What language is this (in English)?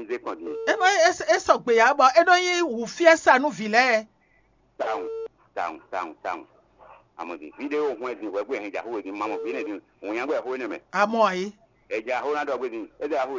Fon